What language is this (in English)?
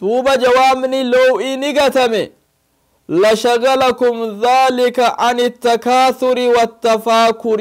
Oromo